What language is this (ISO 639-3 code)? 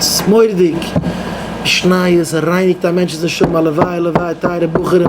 yid